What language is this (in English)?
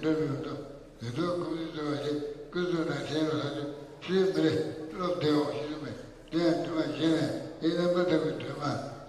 Tibetan